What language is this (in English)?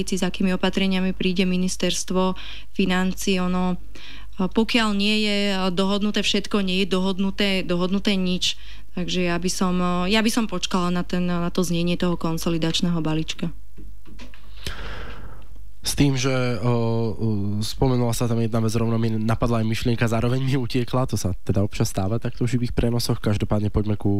Slovak